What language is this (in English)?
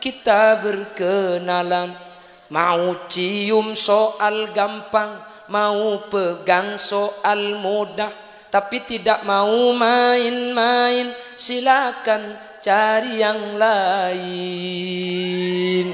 Madurese